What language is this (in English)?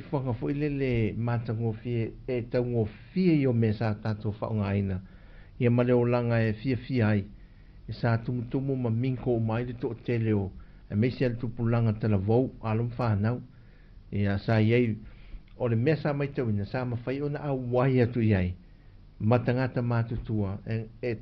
Samoan